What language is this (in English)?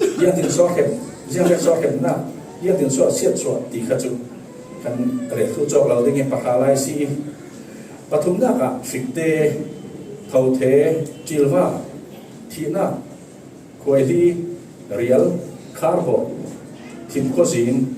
Falam Chin